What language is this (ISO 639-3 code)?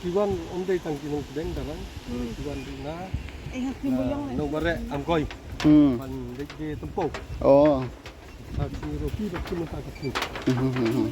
kha